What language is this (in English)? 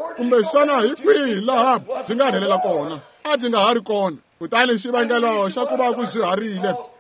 Tsonga